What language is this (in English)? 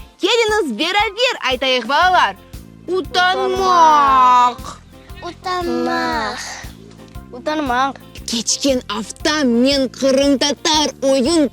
Crimean Tatar